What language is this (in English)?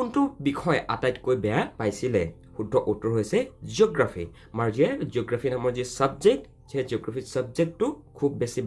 Assamese